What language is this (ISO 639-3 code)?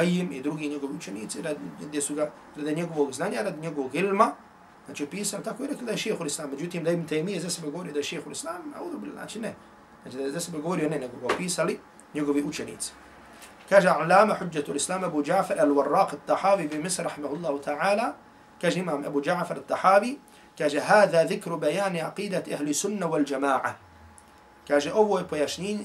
bos